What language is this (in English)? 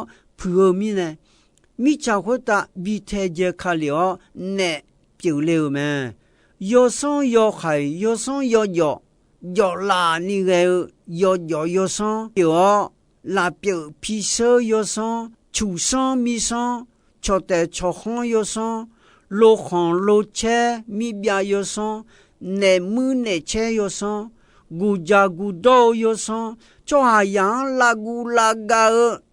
Akha